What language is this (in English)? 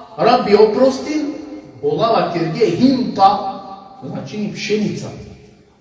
Balkan Romani